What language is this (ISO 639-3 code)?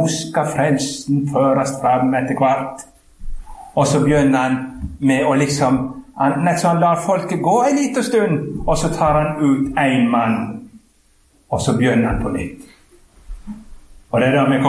nor